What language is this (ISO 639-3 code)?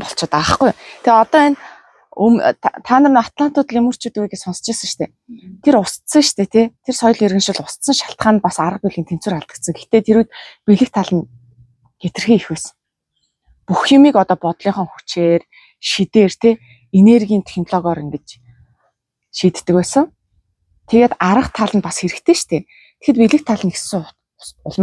mon